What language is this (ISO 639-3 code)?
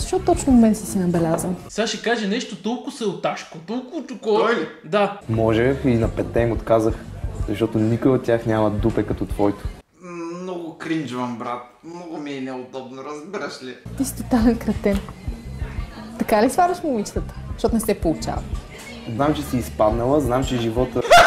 bul